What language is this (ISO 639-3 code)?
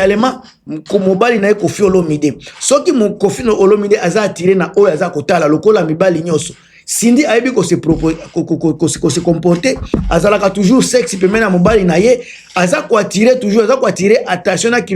lin